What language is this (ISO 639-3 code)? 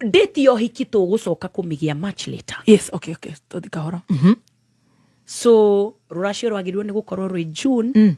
kik